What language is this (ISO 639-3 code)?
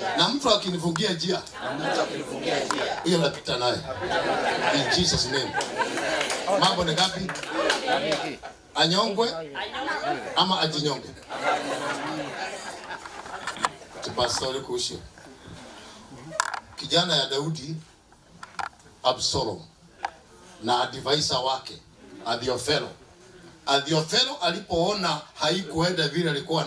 swa